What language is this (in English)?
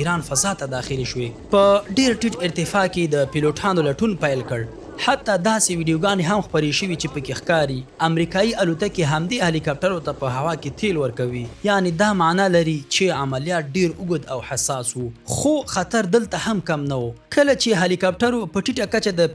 Pashto